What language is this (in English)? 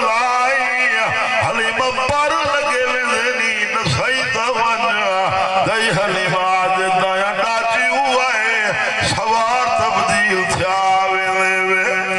Saraiki